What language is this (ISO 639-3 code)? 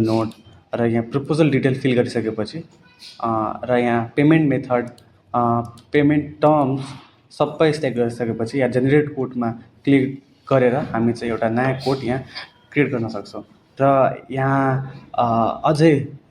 nep